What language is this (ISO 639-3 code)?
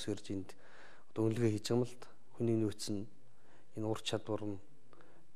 mon